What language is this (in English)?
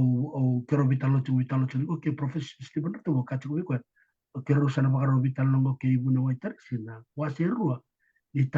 Fijian